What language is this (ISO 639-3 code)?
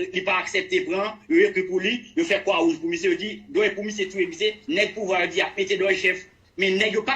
hat